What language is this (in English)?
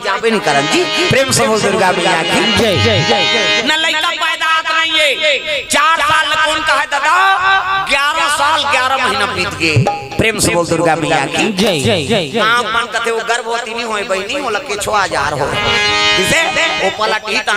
Chhattisgarhi